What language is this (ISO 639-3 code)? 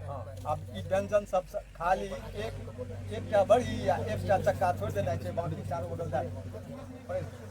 mai